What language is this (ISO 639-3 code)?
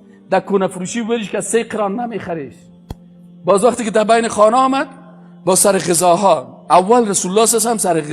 fas